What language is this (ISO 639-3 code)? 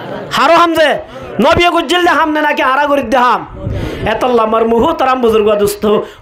rhg